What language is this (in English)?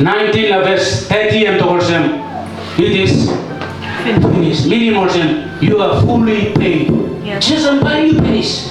Tok Pisin